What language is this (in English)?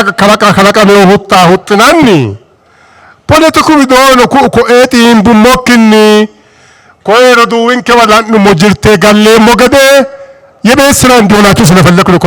Sidamo